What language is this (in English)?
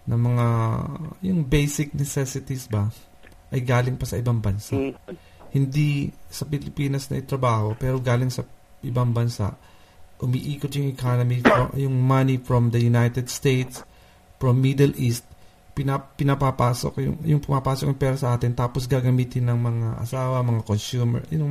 Filipino